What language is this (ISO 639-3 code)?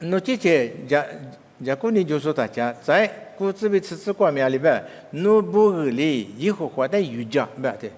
lis